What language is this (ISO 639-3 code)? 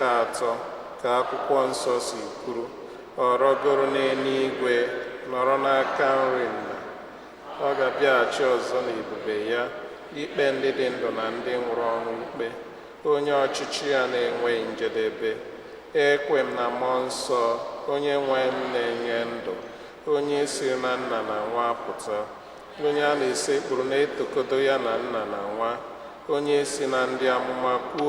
ibo